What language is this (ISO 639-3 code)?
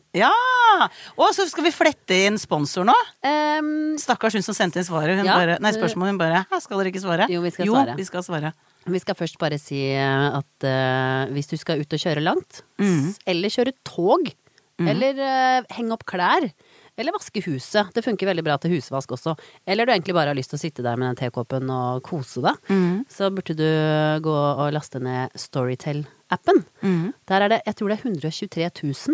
nor